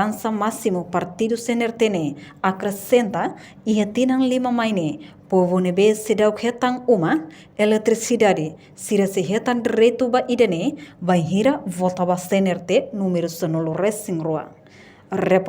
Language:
Tetum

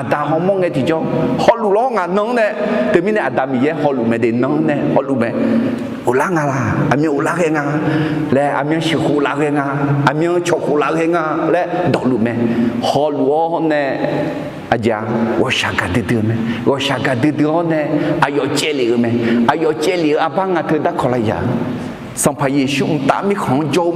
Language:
Akha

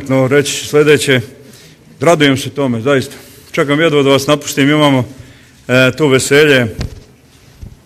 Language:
Bosnian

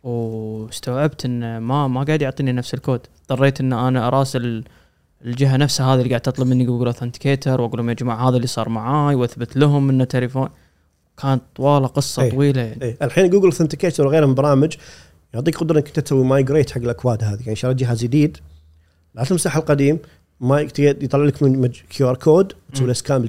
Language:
Gulf Arabic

